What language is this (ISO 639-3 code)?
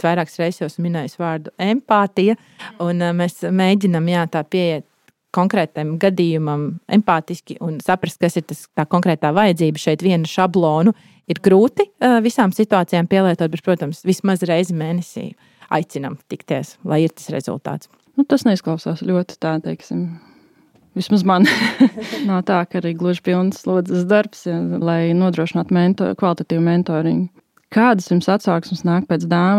lav